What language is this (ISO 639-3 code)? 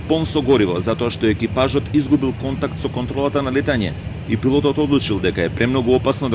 mkd